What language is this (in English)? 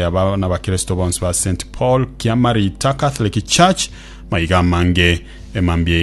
Gusii